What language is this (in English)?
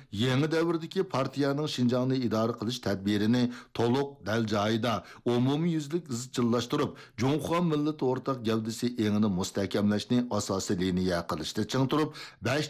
Uyghur